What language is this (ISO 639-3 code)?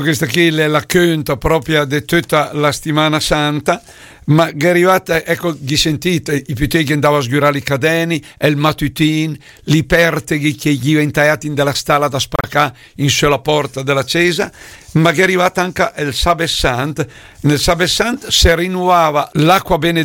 lmo